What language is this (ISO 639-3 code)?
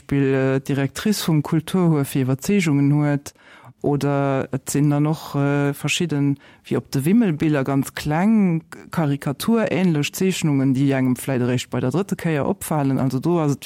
ltz